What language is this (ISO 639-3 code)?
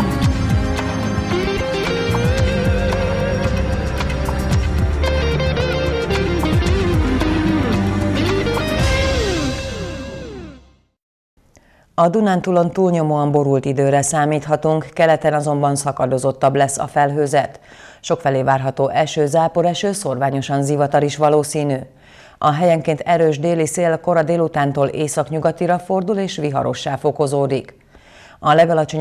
hun